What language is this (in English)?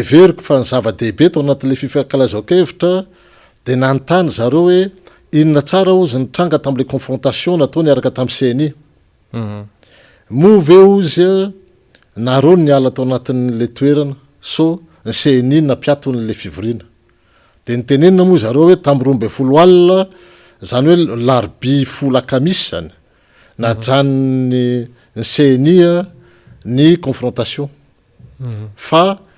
Malagasy